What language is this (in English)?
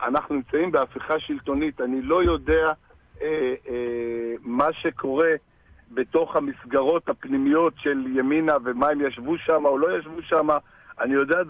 Hebrew